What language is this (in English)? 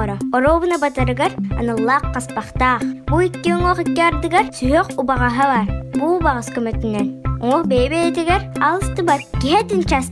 Yakut